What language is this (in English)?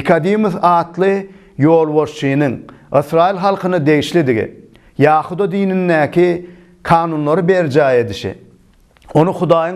Turkmen